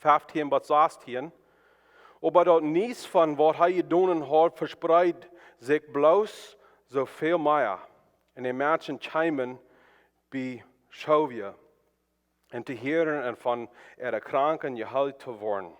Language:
Plautdietsch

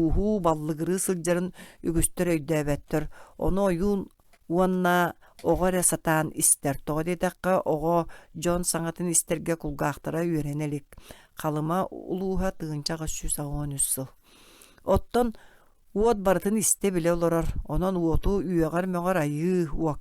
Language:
Yakut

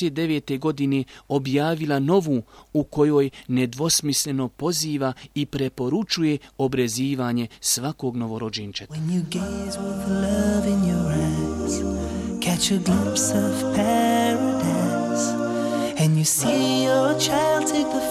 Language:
Bosnian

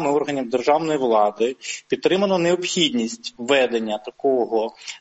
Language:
Ukrainian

